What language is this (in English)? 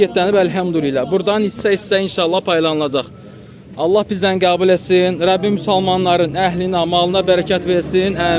Azerbaijani